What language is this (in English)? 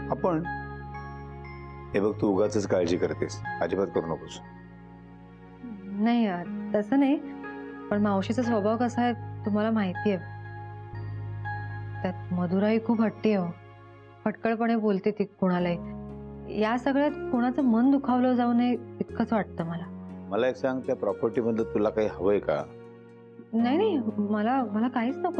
Marathi